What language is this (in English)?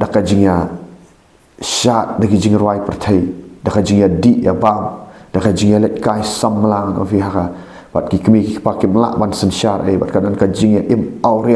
Khasi